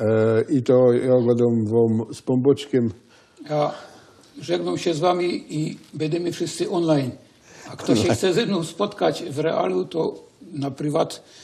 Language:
Silesian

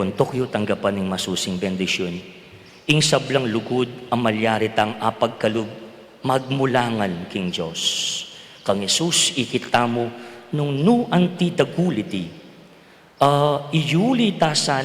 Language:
Pampanga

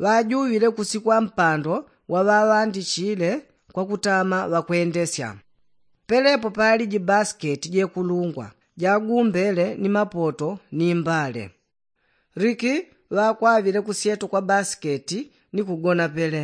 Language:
Yao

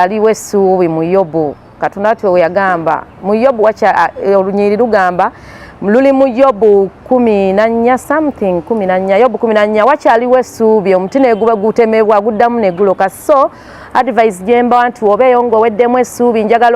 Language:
Ganda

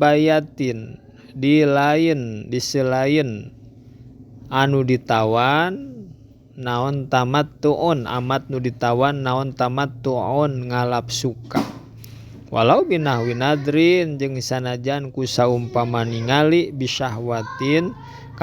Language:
Sundanese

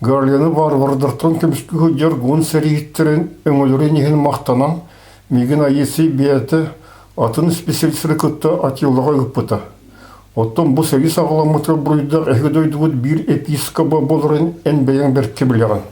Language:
Yakut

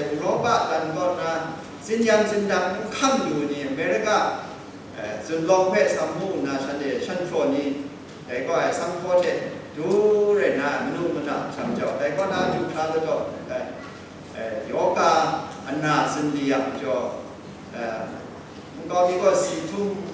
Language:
Kachin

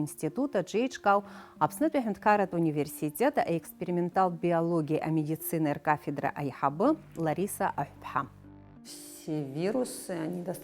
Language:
Abkhazian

